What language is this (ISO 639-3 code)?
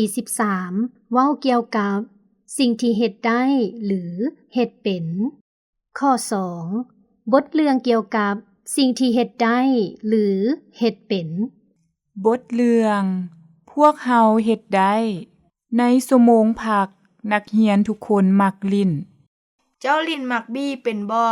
lao